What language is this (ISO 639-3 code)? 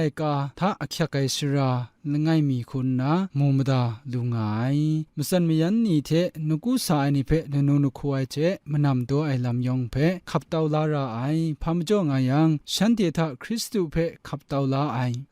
kac